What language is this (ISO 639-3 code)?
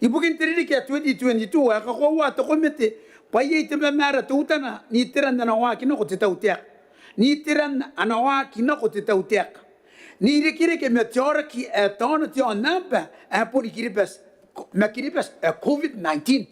gil